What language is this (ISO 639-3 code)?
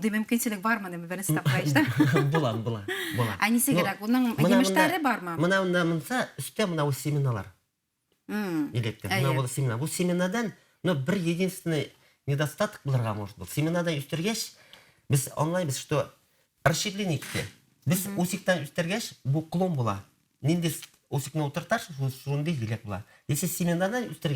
bak